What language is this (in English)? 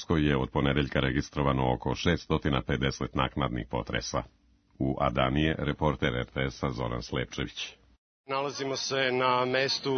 Serbian